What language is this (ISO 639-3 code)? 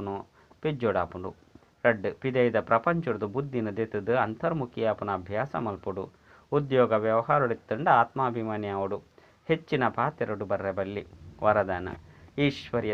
tcy